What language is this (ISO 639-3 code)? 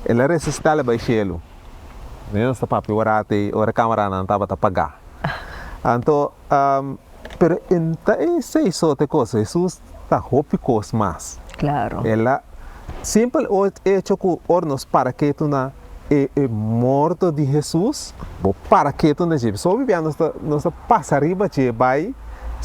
pap